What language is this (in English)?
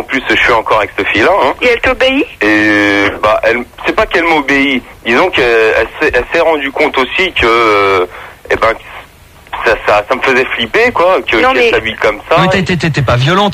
French